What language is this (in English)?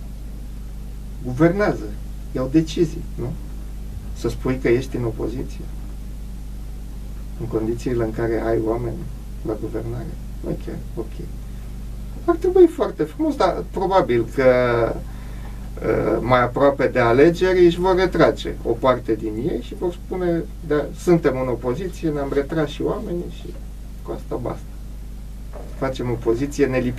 Romanian